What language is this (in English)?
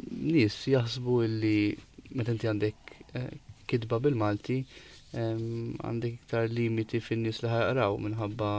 Maltese